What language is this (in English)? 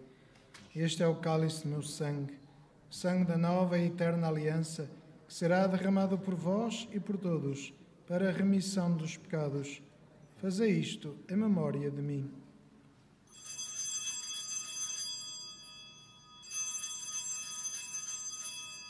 Portuguese